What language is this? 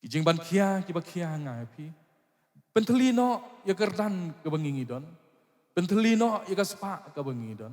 Khasi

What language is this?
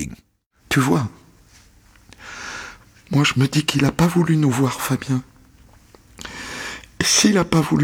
French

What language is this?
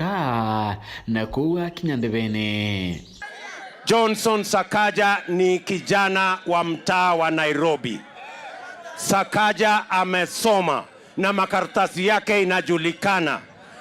Meru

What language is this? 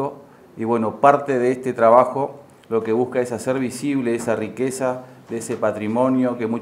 Spanish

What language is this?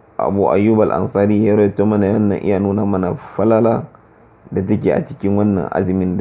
Hausa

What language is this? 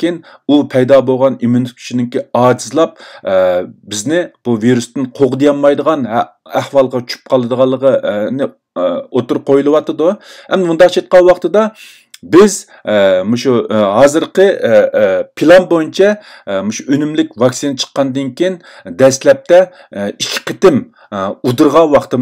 Uyghur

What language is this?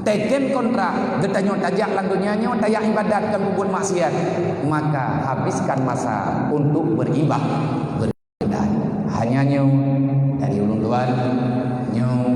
Achinese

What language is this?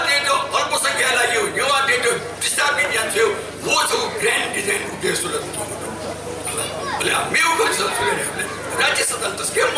Newari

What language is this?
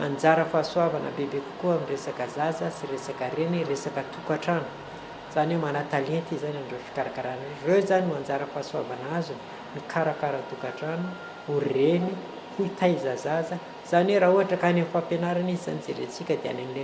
Malagasy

